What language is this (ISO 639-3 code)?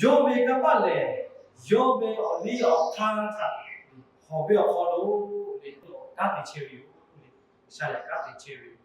lhu